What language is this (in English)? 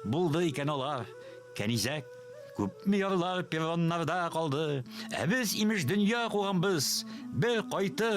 Tatar